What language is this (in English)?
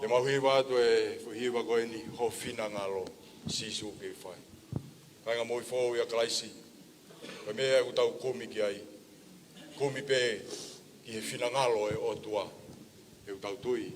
Tongan